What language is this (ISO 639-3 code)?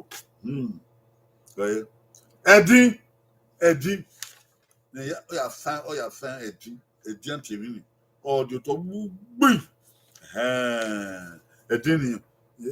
bin